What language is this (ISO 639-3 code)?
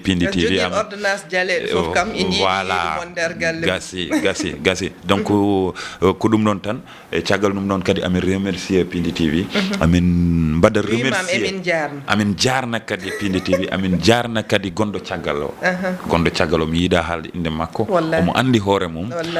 ful